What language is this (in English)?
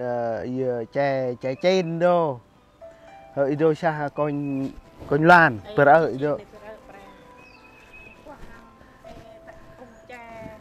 Central Mnong